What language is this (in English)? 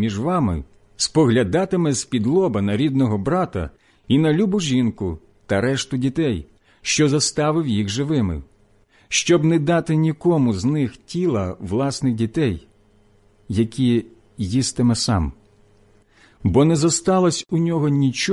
Ukrainian